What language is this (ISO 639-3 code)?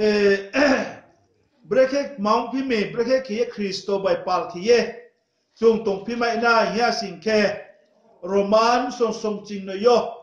ria